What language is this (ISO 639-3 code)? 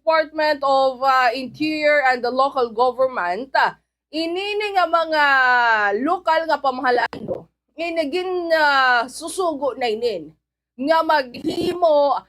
war